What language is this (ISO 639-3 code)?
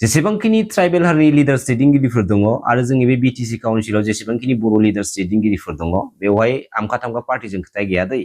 brx